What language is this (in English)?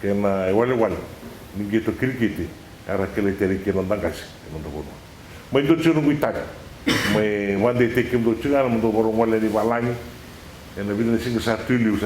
Fijian